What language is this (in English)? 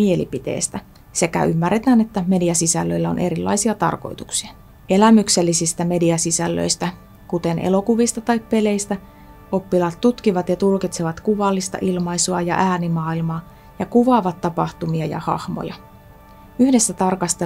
Finnish